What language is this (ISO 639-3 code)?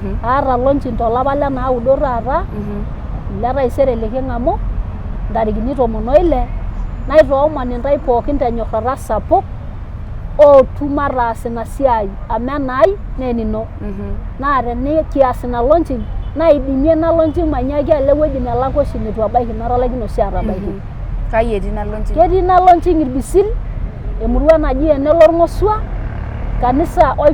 mas